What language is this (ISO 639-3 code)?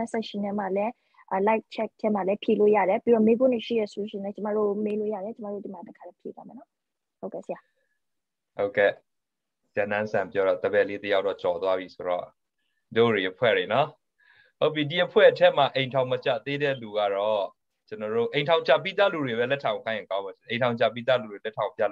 mya